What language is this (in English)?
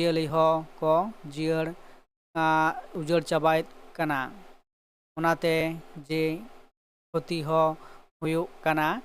Santali